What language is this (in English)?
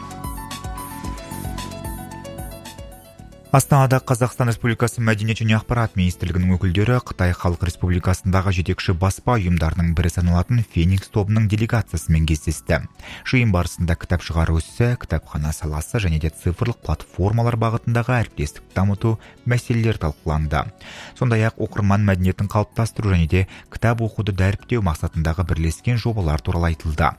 Kazakh